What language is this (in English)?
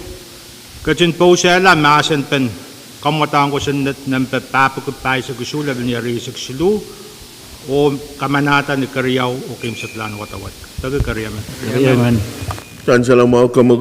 Pohnpeian